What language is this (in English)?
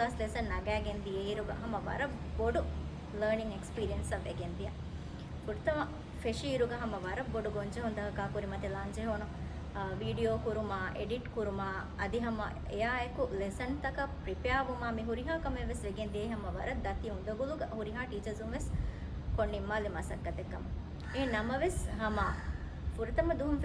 Divehi